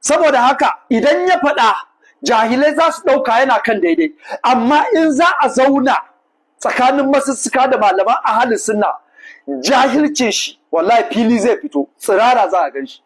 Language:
Hausa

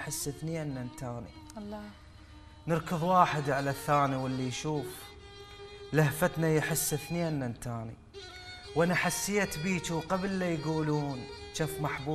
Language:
Mesopotamian Arabic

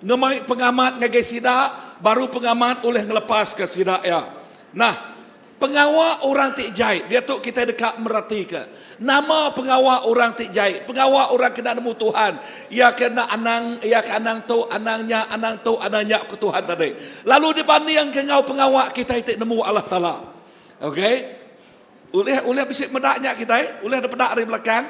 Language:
Iban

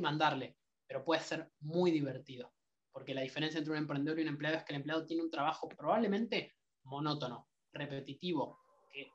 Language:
Spanish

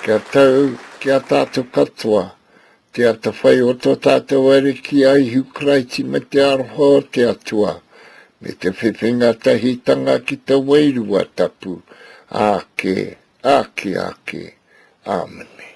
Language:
Māori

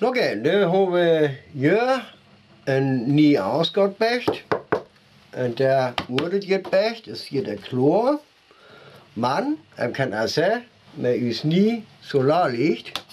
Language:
Northern Frisian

